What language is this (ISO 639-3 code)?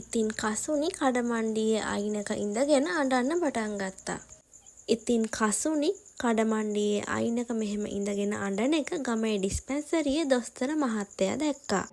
sin